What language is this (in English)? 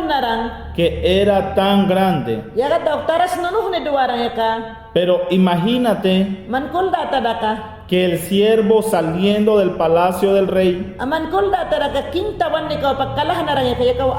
Mayangna